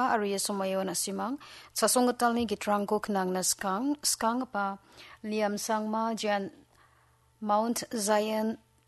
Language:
Garo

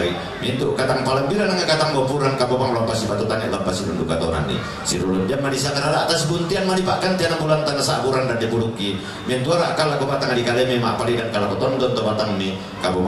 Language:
Toraja-Sa'dan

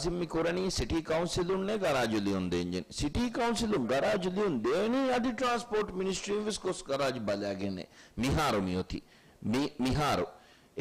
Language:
Divehi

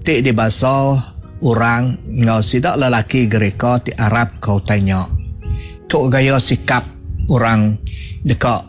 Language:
Iban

